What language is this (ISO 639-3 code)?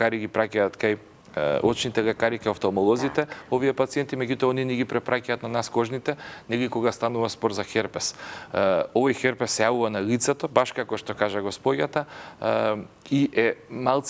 mkd